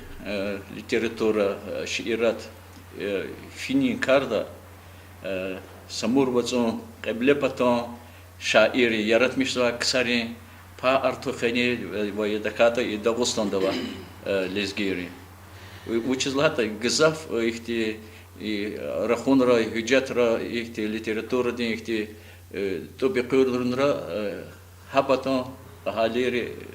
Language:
Lezghian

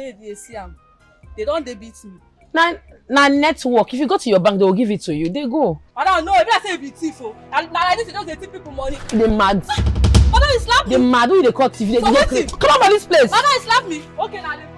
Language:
Nigerian Pidgin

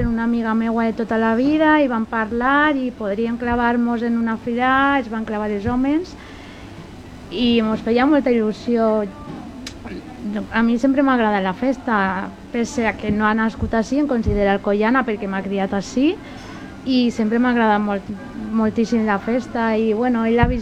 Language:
Catalan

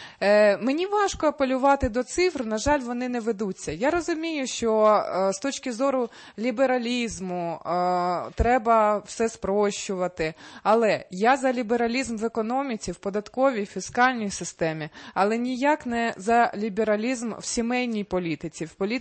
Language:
Ukrainian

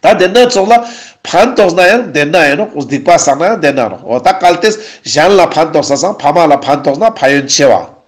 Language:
Ladakhi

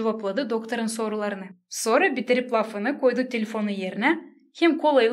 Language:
Gagauz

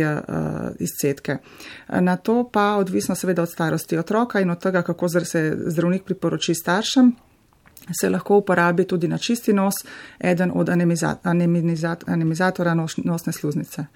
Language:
Slovenian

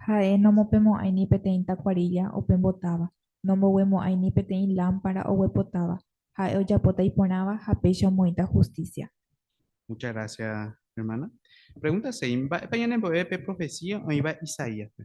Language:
Guarani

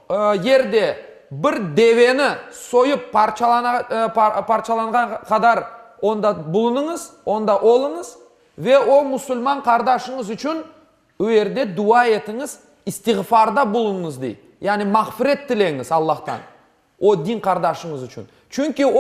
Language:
Crimean Tatar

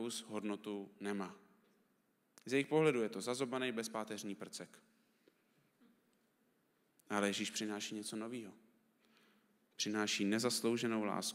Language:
Czech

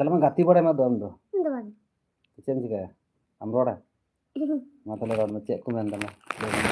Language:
Santali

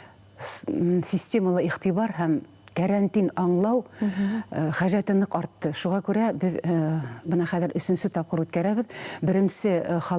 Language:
Bashkir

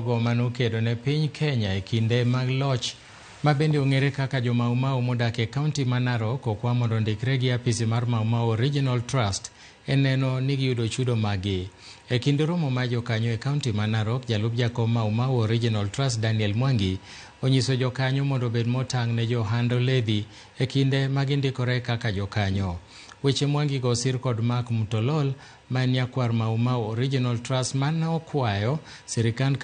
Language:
Luo (Kenya and Tanzania)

